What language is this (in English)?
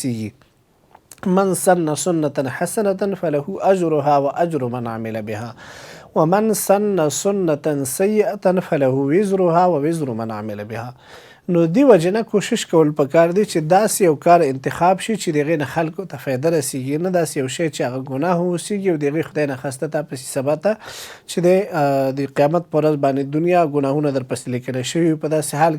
Pashto